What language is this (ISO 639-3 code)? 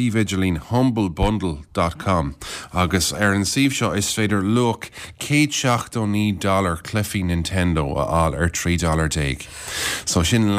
gle